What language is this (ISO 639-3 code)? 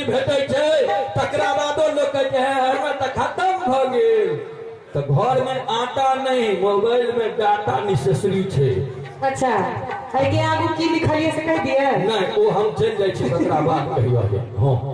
mai